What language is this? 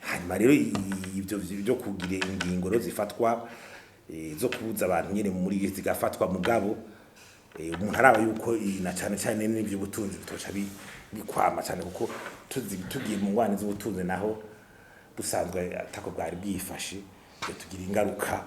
Rundi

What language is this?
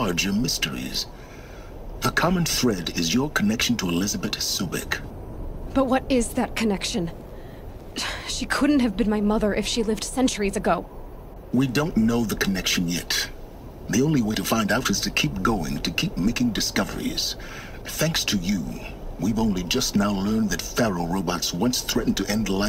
English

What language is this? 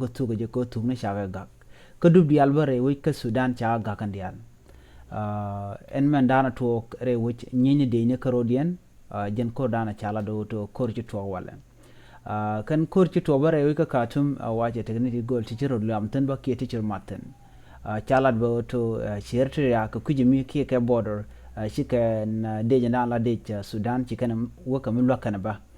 Nuer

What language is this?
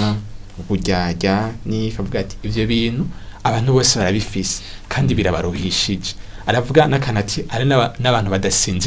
Rundi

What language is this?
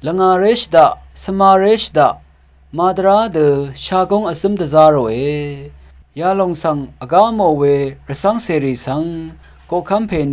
Rawang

